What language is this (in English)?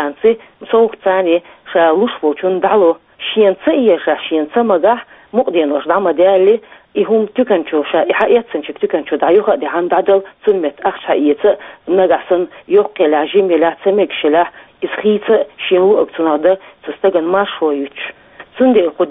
Chechen